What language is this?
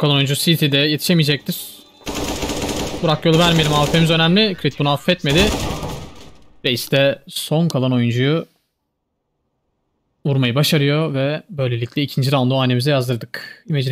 Turkish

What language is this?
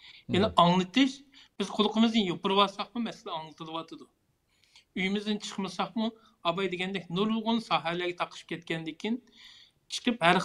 Uyghur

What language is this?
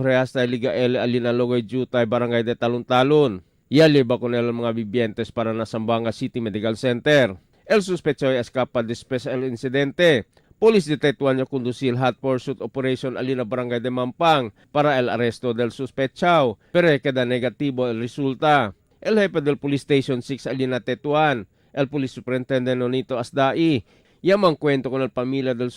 Chavacano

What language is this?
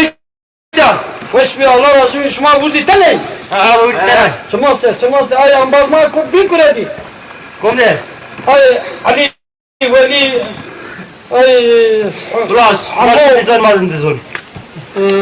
Zaza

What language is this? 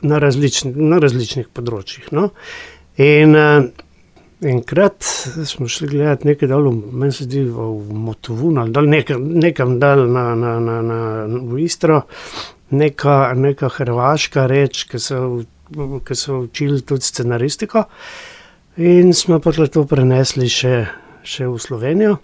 Slovenian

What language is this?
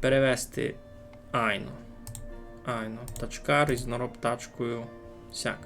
Rusyn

